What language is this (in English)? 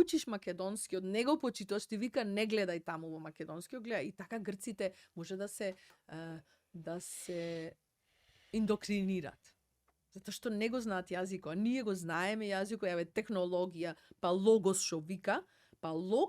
Macedonian